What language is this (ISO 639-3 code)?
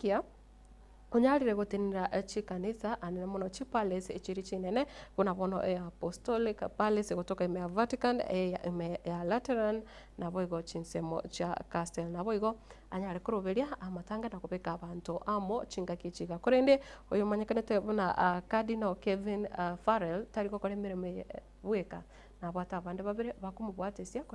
guz